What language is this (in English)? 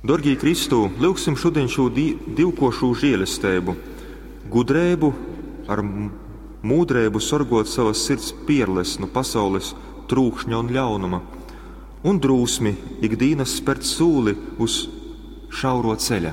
Latgalian